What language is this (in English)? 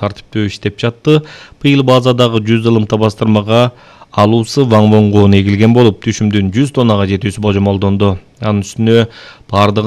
Kyrgyz